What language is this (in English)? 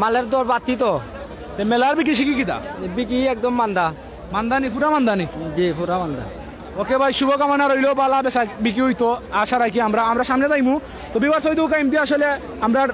Sylheti